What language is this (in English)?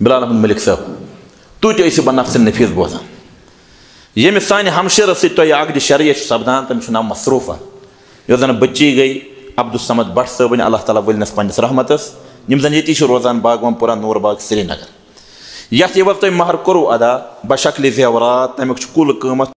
Kashmiri